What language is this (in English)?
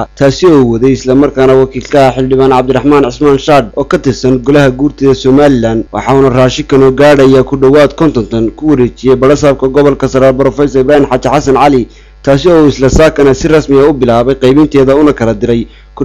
Somali